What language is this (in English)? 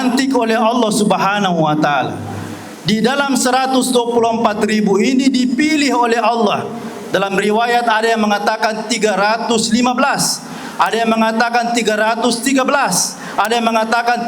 Buginese